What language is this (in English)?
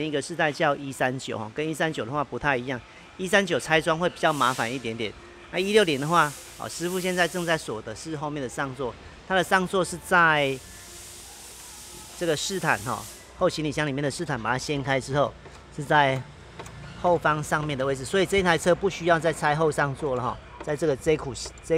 Chinese